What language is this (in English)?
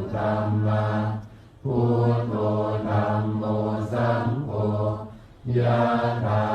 Pali